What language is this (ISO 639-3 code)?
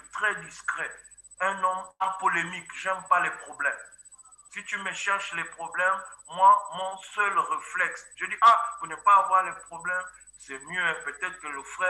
fra